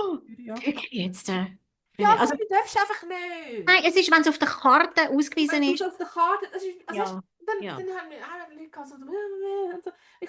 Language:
Swiss German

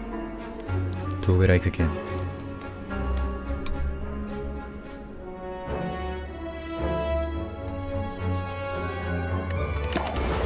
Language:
Korean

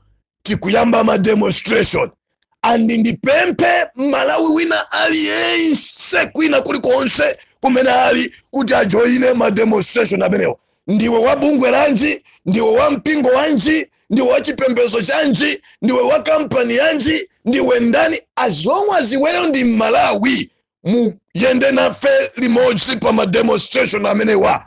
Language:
Nyanja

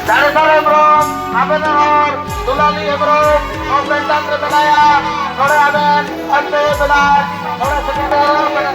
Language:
Santali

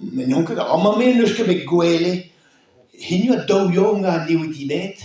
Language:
Breton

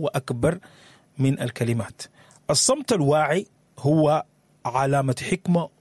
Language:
Sudanese Arabic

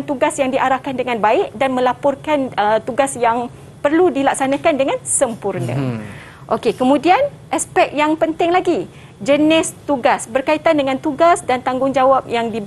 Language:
Malay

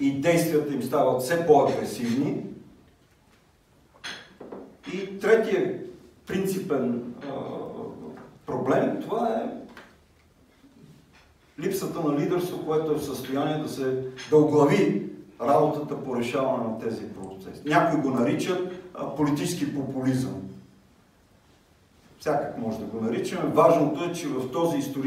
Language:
Bulgarian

